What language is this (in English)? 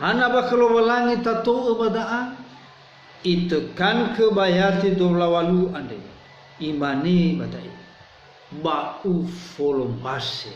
Nias